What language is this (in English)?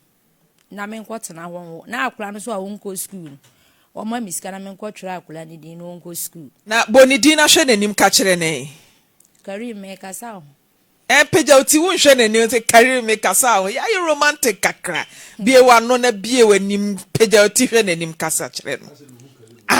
Akan